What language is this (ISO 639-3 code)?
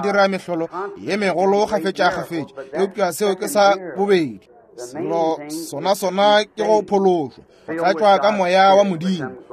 nso